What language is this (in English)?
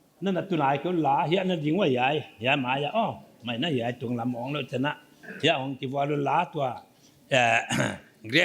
Paite Chin